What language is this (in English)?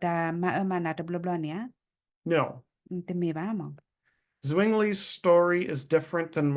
S'gaw Karen